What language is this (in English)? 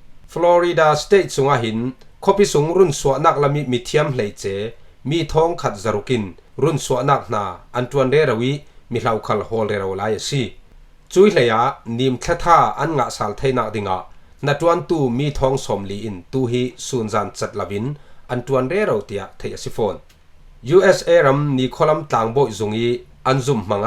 Falam Chin